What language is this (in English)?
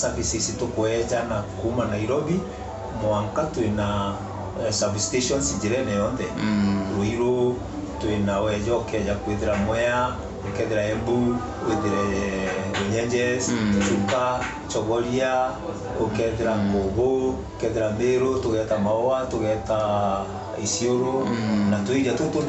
Meru